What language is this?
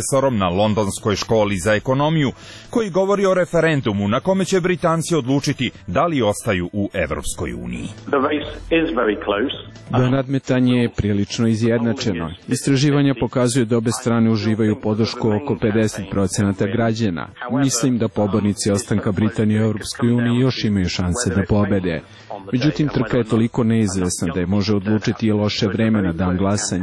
Serbian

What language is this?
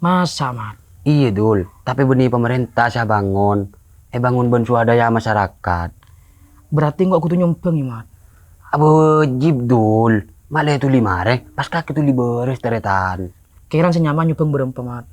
Madurese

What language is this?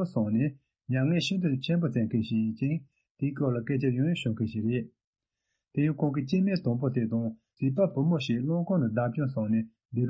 Tibetan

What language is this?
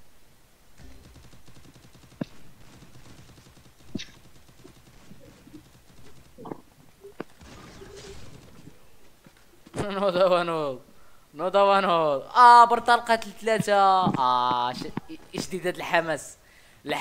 Moroccan Arabic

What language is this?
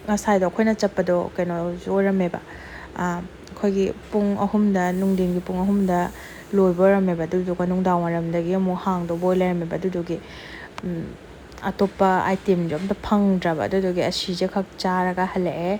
Manipuri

